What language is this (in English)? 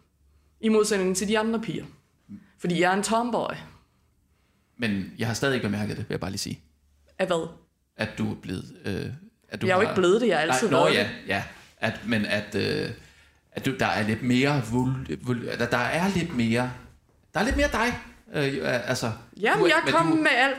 Danish